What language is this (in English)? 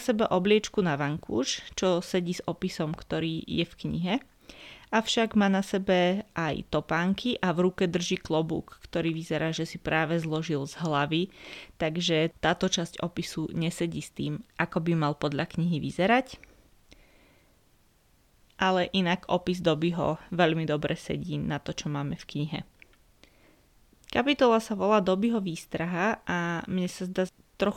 Slovak